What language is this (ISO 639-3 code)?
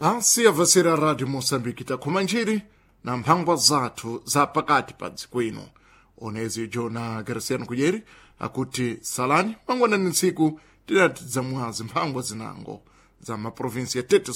seh